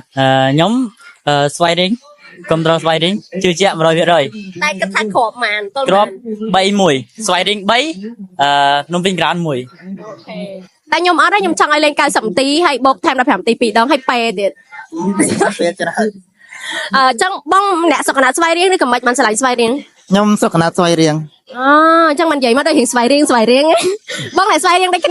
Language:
Khmer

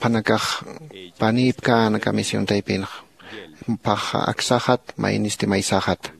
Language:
Aymara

